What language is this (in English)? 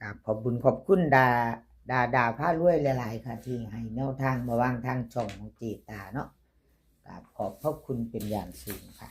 Northeastern Thai